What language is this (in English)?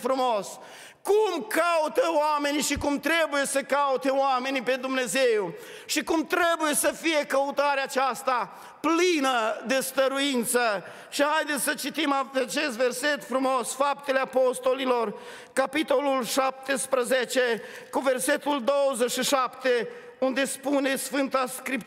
Romanian